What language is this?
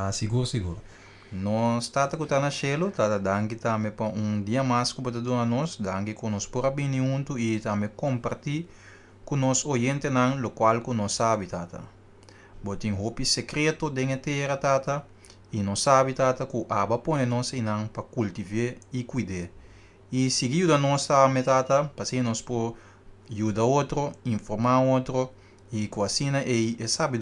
Papiamento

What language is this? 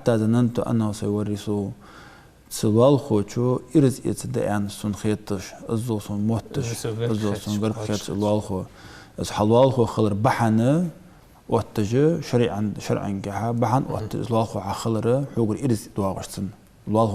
Ingush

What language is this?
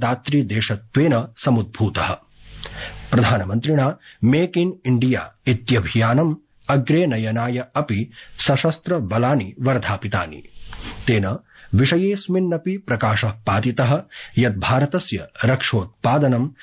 Sanskrit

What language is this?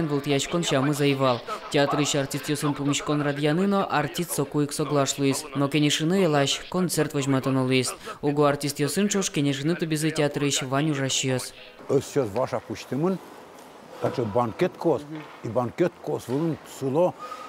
Udmurt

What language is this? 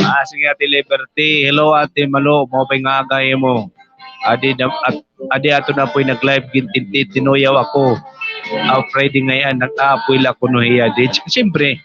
Waray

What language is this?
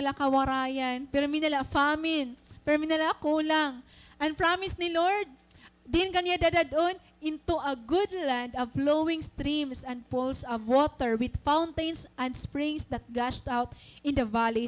Waray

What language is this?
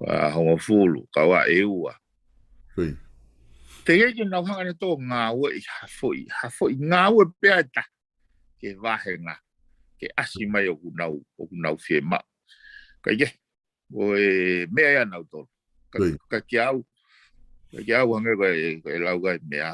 Tongan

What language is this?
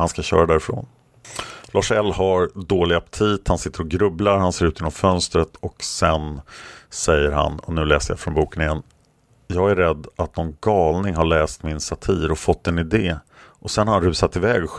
Swedish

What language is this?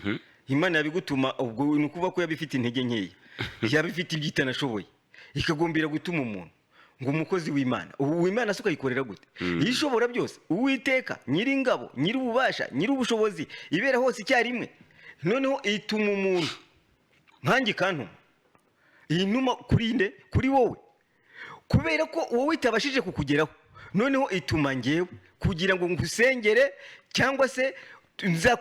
Kinyarwanda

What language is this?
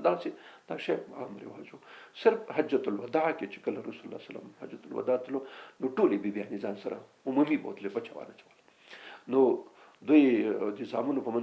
Pashto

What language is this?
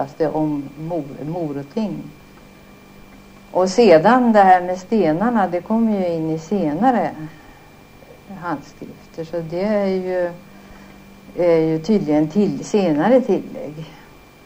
Swedish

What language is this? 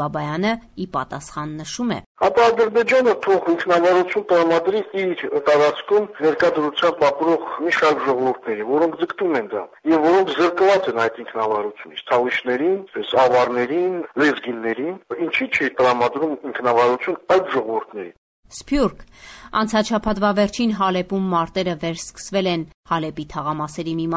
Armenian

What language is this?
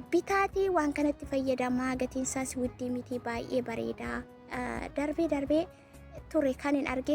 Oromo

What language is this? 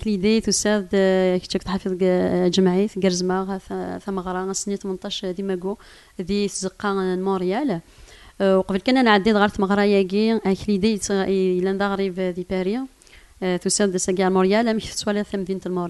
Kabyle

